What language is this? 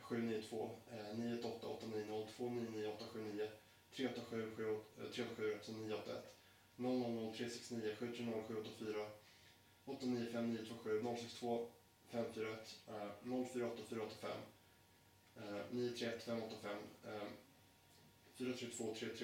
Swedish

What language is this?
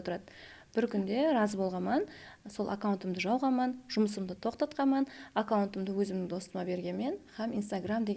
Kara-Kalpak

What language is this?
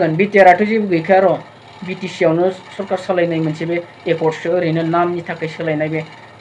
Bodo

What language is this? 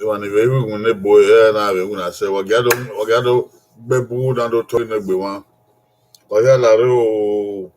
Bini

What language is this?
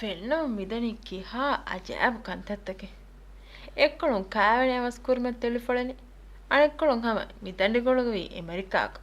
Divehi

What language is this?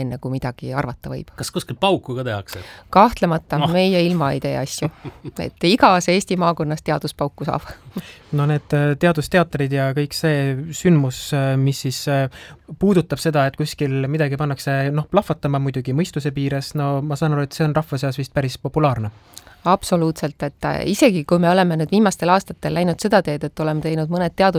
Estonian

